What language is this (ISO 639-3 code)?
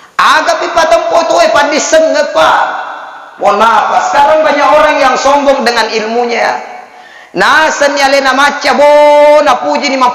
bug